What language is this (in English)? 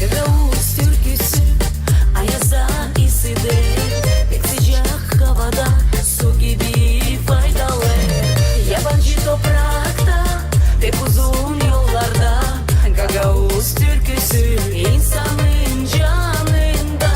Gagauz